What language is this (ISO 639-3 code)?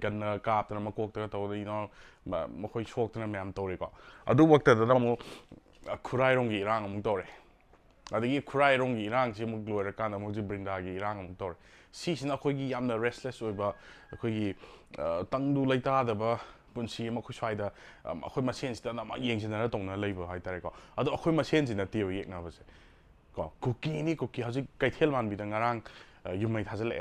mni